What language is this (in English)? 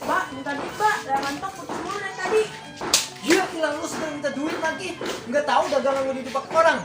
Betawi